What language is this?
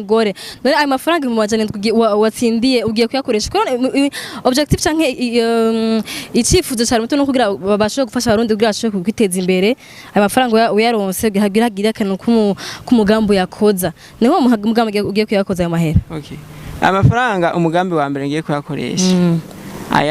Rundi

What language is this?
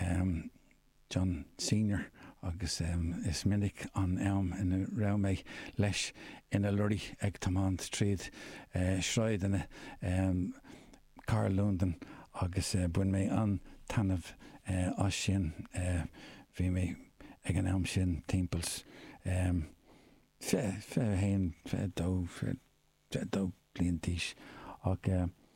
Irish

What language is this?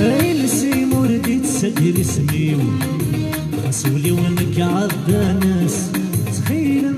Kabyle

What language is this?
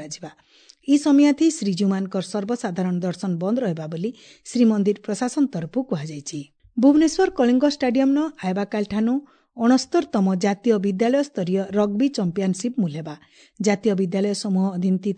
Odia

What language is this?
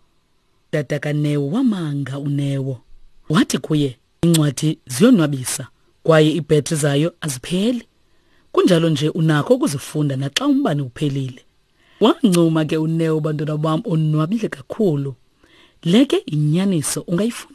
Xhosa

